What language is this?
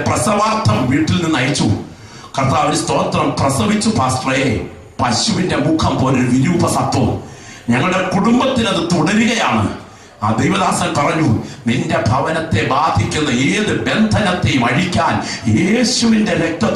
Malayalam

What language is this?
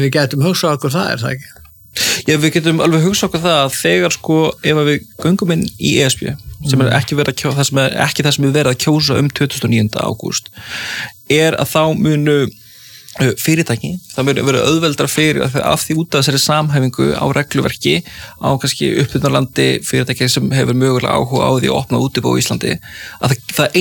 Icelandic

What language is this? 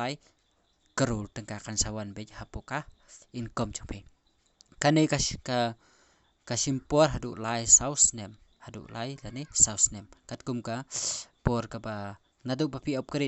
Khasi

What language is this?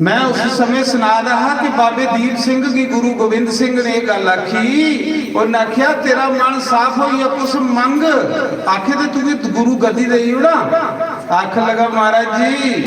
Dogri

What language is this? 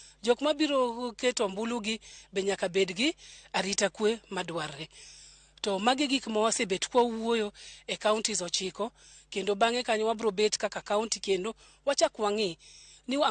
Luo (Kenya and Tanzania)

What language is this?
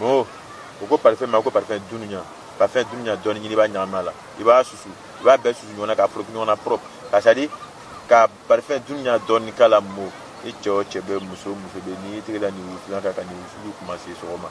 Bambara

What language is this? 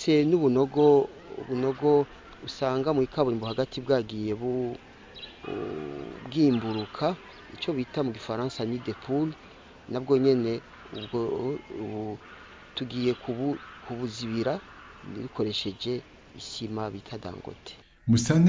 Rundi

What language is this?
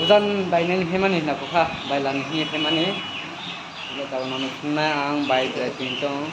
Kok Borok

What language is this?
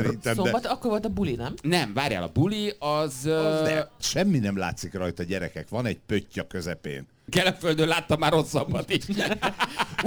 Hungarian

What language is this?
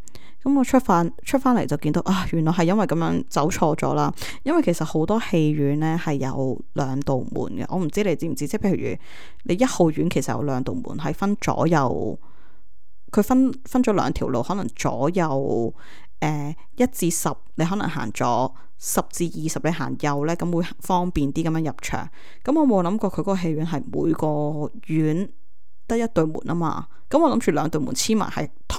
Cantonese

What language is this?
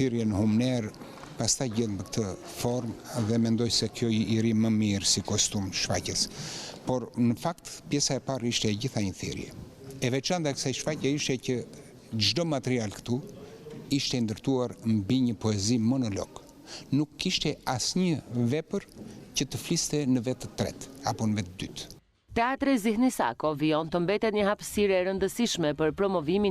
Albanian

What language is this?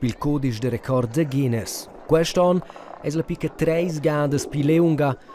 Romansh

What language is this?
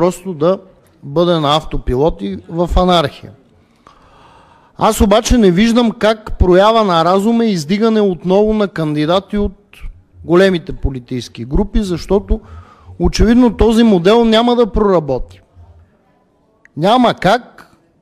Bulgarian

